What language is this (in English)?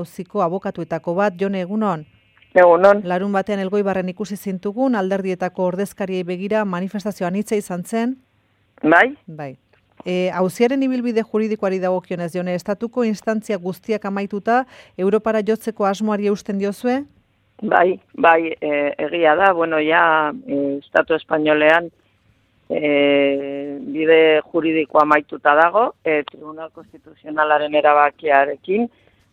Basque